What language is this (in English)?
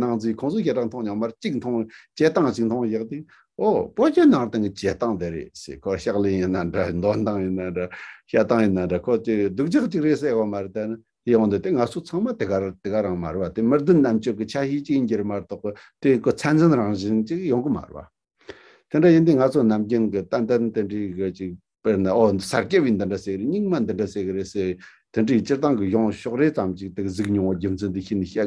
Tibetan